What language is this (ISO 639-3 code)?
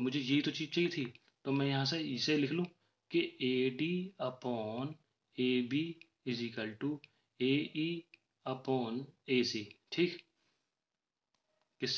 hin